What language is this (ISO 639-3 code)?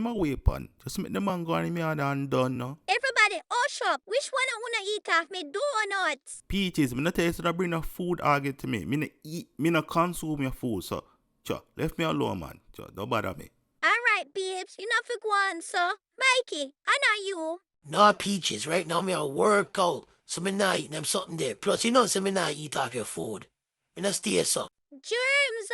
jam